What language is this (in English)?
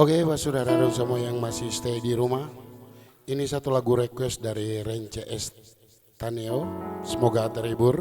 Ambonese Malay